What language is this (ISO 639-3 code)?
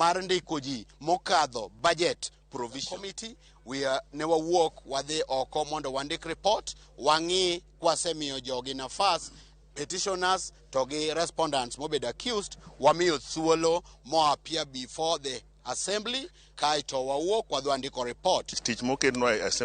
luo